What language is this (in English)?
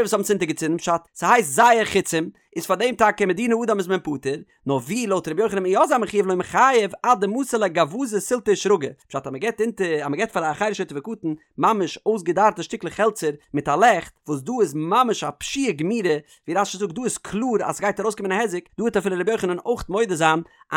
Yiddish